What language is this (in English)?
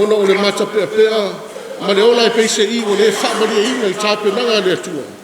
Samoan